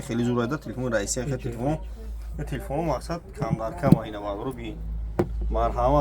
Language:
Tajik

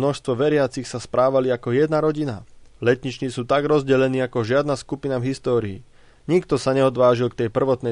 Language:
Slovak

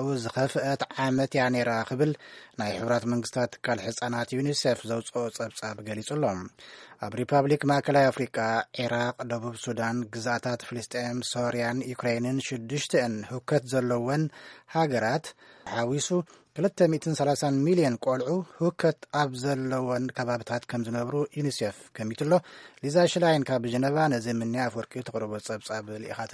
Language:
Tigrinya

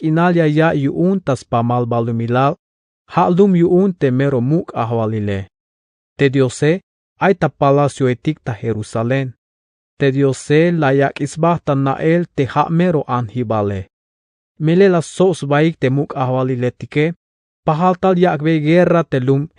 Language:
Tzeltal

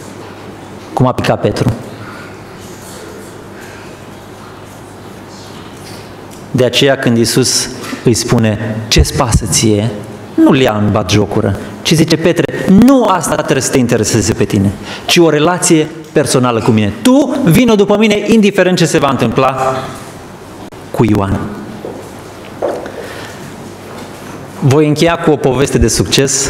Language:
Romanian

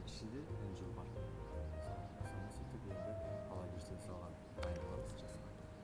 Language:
Kazakh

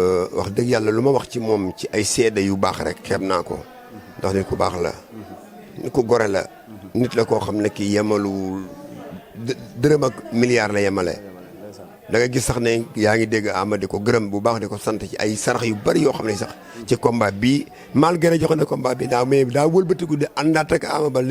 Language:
Wolof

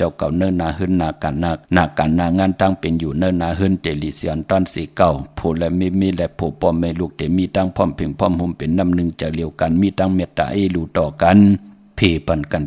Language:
Shan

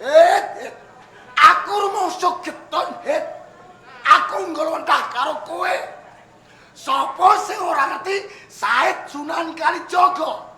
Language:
Javanese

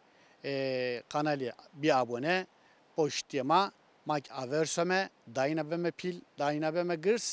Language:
Zaza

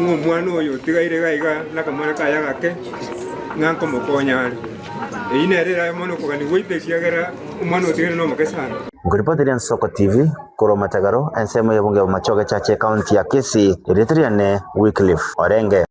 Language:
Gusii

